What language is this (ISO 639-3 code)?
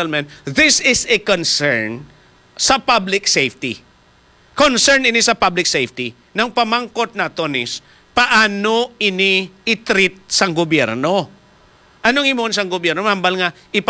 hil